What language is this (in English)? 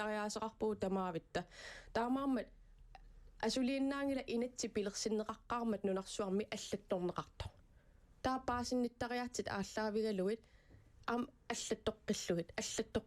Kalaallisut